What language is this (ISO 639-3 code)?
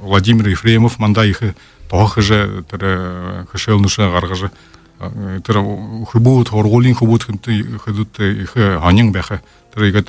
bua